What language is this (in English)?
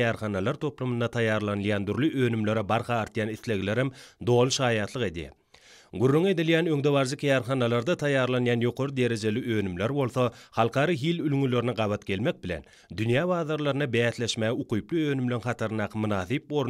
Turkmen